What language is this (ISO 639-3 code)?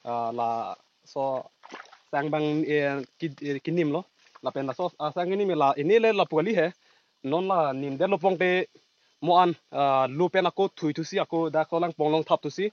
mjw